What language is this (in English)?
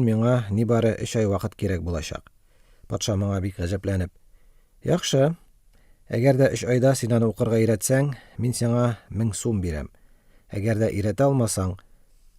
Tatar